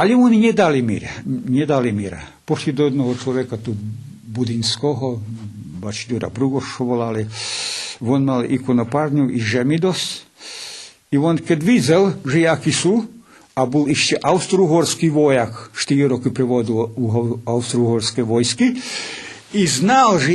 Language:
Rusyn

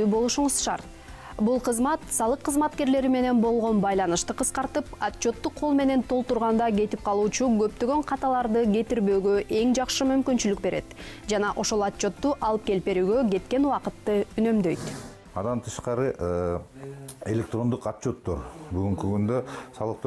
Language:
Kyrgyz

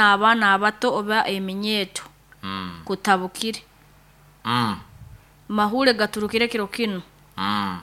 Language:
Nyoro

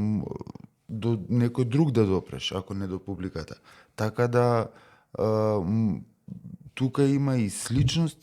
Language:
Macedonian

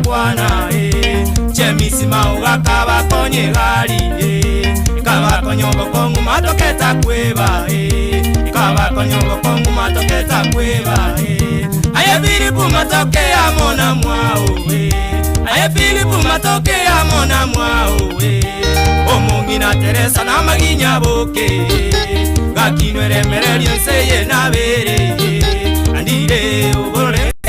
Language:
Gusii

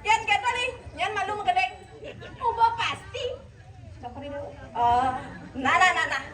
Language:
Balinese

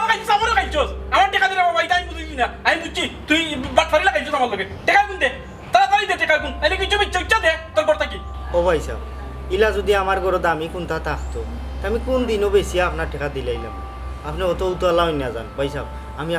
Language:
Sylheti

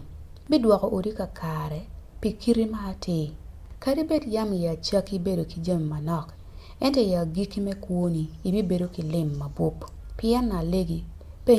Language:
Acoli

